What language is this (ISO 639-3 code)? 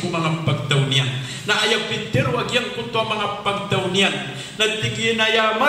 mrw